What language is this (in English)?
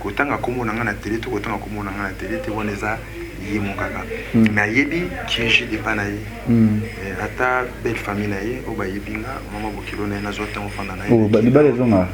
Lingala